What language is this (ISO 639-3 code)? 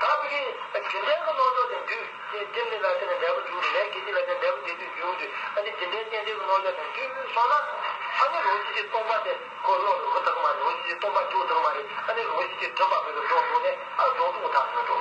bod